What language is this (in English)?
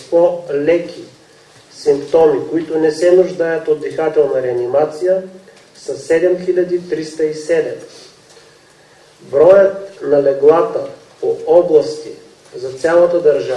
Bulgarian